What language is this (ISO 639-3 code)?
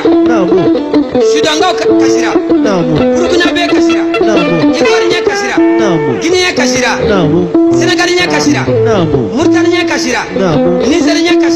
bam